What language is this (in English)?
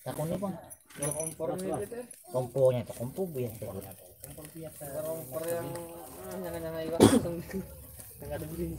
Banjar